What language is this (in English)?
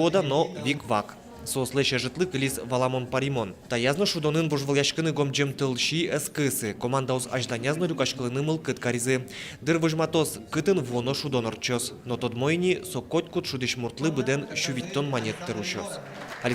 Udmurt